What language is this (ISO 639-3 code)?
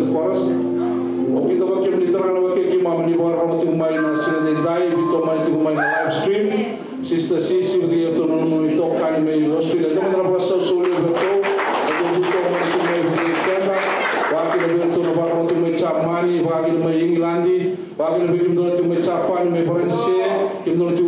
fij